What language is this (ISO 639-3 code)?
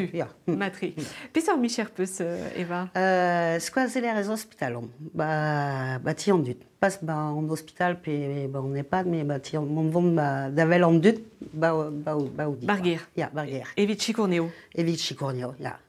bre